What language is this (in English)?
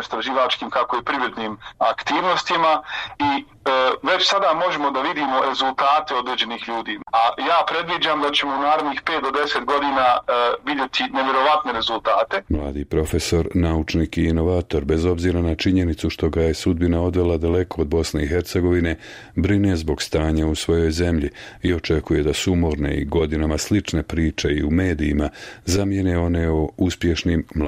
Bosnian